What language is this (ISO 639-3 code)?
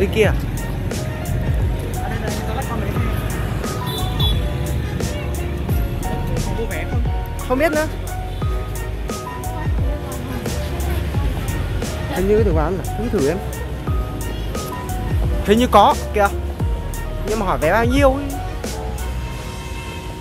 vie